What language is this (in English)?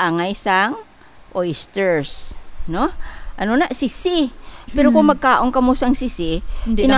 Hiligaynon